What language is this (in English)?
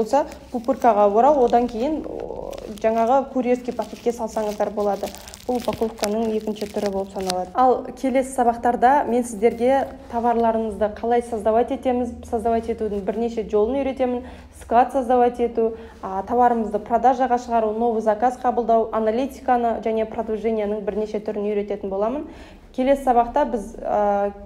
Kazakh